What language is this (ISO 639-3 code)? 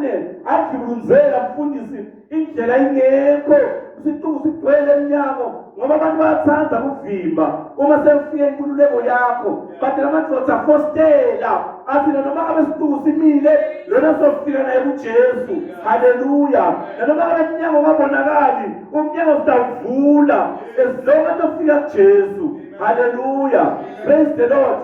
zul